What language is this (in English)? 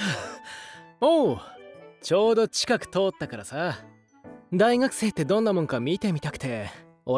Japanese